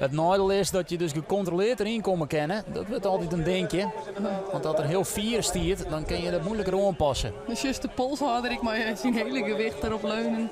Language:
Western Frisian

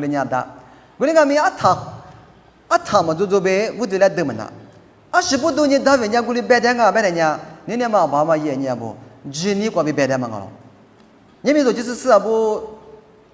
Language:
Lisu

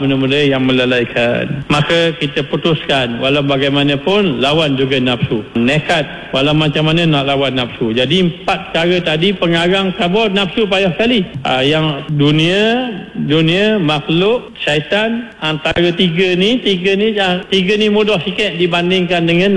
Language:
Malay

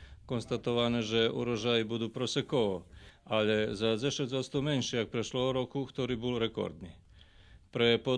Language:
Rusyn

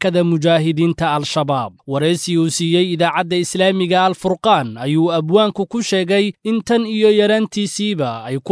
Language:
Somali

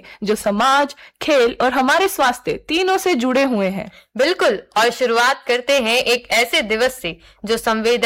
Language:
Hindi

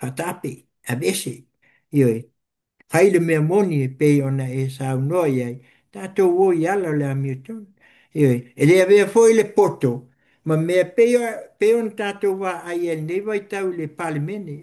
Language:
Samoan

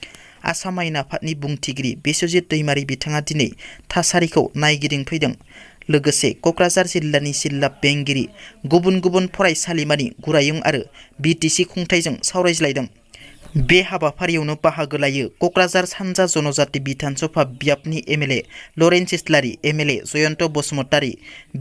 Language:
Bodo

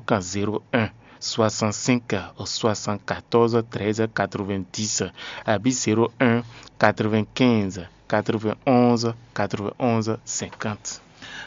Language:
Fon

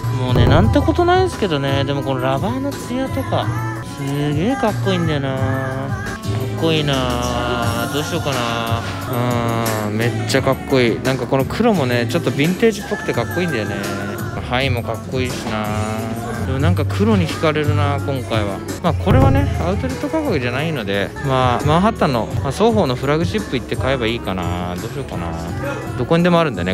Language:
Japanese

